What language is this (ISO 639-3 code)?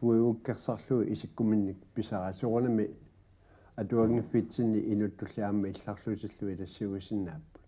kal